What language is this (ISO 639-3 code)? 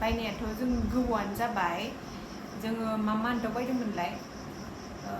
brx